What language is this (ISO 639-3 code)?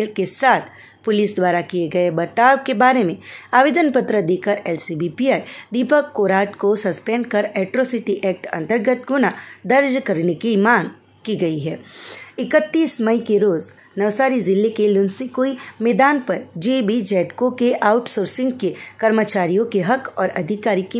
hin